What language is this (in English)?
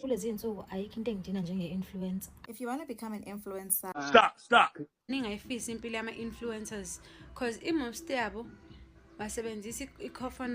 Zulu